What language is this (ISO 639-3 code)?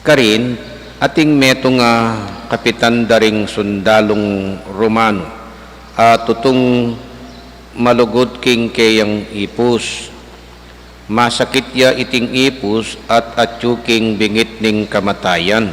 pam